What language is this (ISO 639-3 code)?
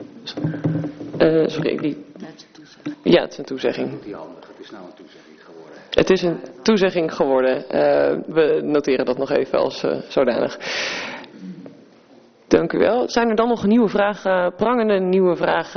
nld